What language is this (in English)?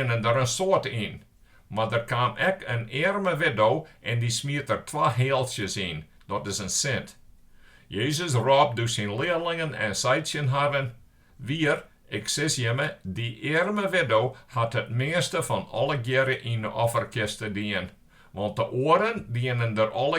Western Frisian